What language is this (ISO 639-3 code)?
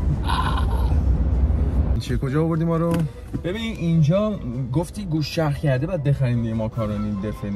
fas